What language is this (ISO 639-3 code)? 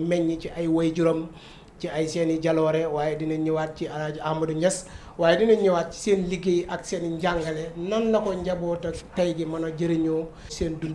wol